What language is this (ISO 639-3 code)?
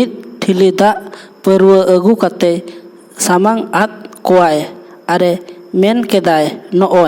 sat